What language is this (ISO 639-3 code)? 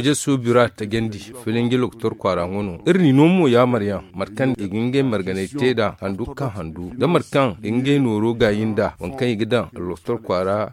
dje